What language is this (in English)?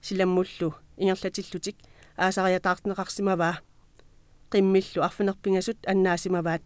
Kalaallisut